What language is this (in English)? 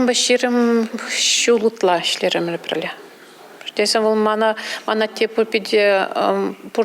Chuvash